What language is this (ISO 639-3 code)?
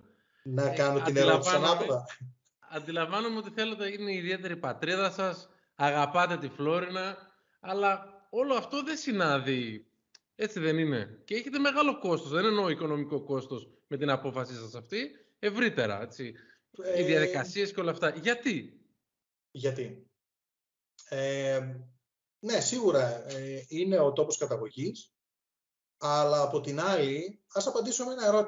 ell